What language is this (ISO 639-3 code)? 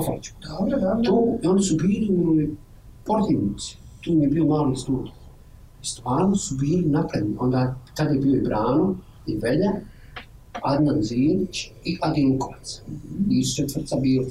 srp